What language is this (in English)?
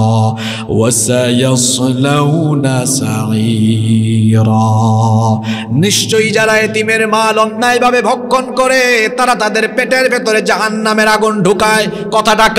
Bangla